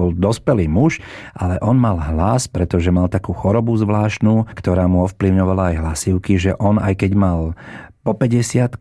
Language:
Slovak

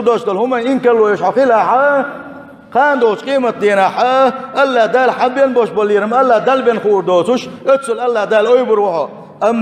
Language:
Chechen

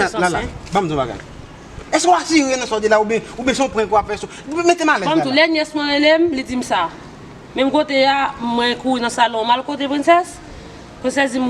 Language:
Haitian Creole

